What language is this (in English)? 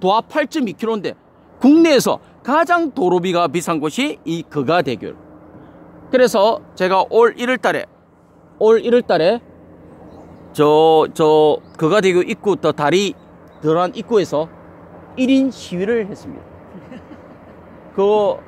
Korean